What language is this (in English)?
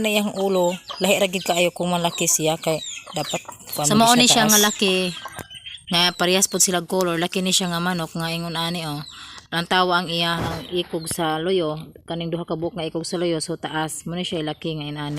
Cebuano